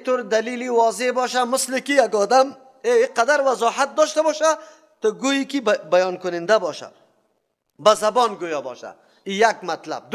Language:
Persian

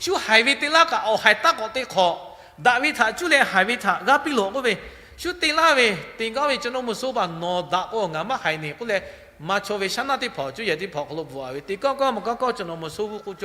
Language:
Lahu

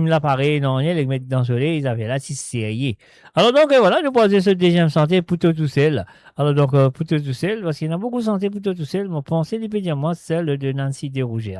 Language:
Morisyen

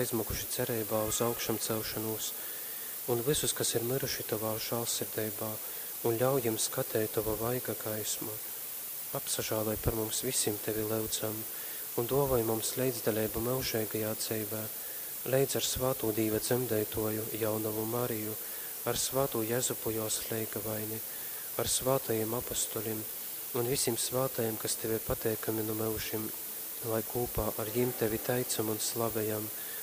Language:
Latgalian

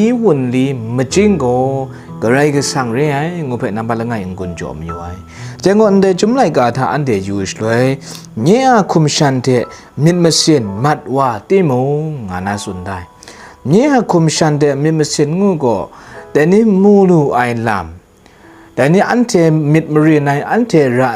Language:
Kachin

